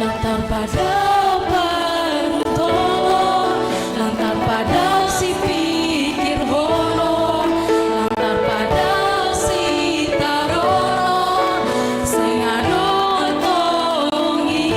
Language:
Batak Simalungun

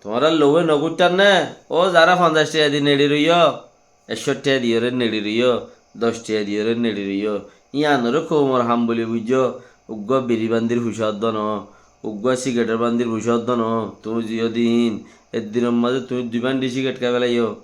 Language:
Rohingya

